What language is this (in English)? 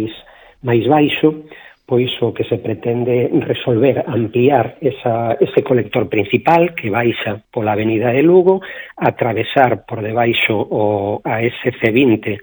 Galician